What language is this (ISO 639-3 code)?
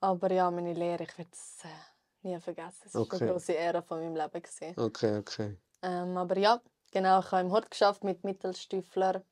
gsw